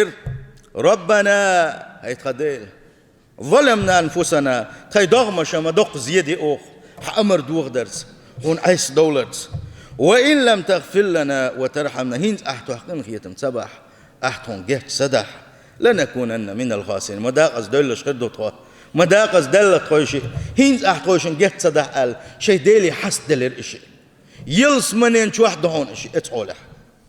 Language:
Chechen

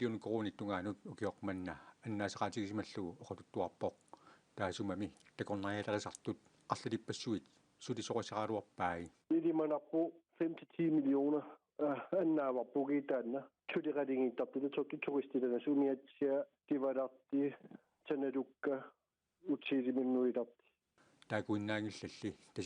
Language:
Kalaallisut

